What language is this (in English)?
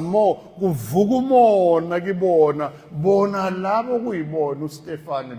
Zulu